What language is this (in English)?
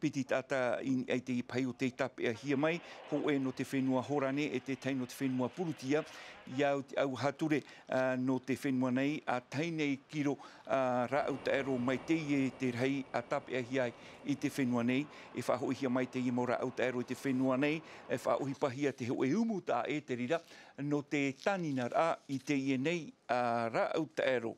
Tahitian